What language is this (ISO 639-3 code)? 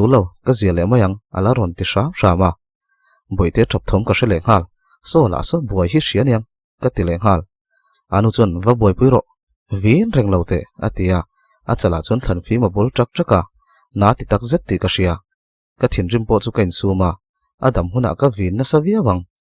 lus